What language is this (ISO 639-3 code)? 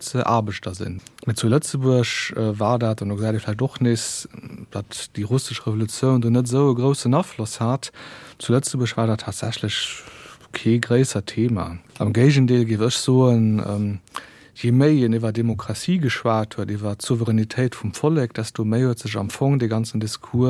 ltz